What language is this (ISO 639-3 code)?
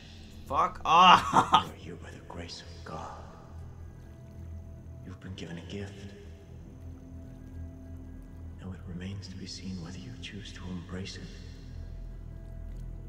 eng